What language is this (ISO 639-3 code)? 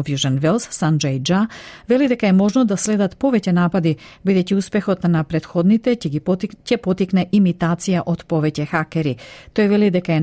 mkd